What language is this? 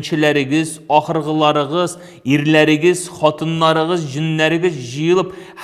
Tatar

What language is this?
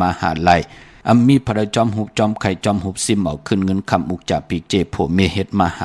Shan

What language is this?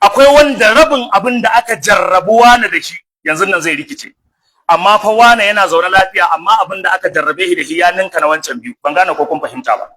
Hausa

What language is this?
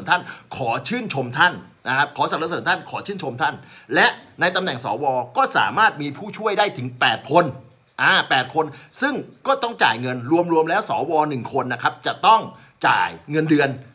Thai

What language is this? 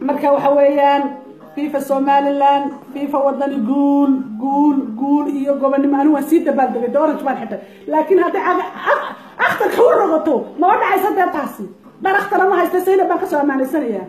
Somali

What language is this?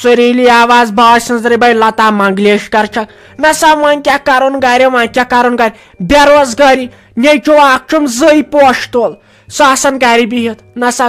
Kashmiri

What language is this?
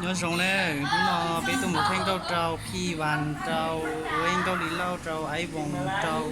Hmong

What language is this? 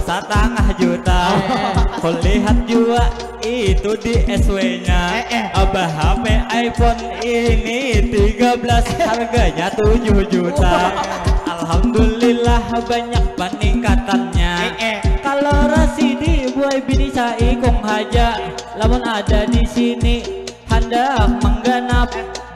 Banjar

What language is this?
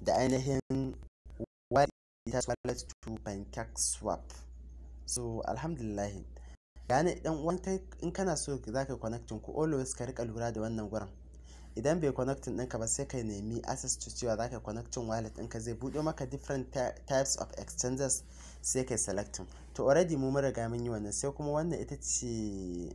Hausa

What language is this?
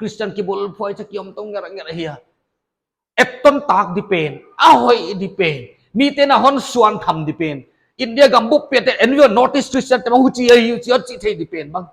Paite Chin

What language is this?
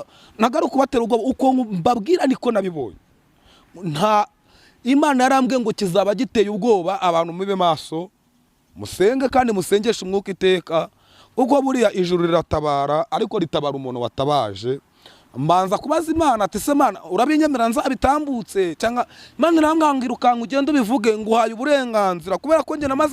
Kinyarwanda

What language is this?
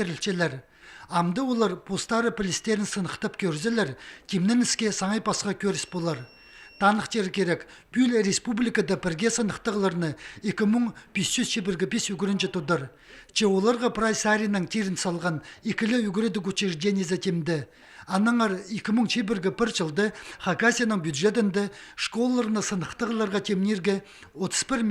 Khakas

